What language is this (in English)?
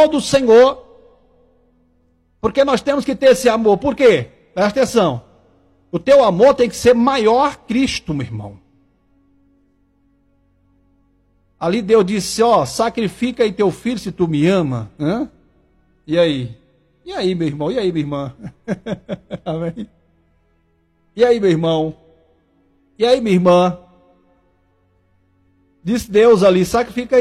Portuguese